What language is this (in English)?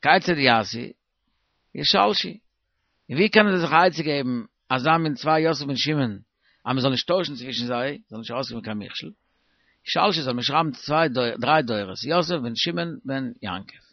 Yiddish